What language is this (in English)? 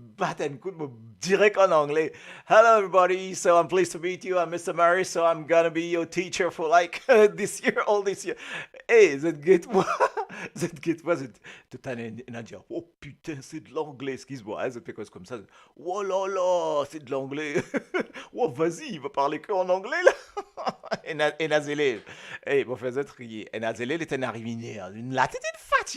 Morisyen